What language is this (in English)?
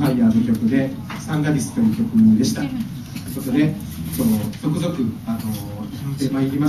Japanese